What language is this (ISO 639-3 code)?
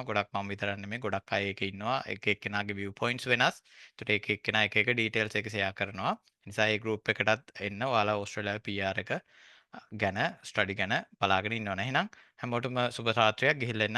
sin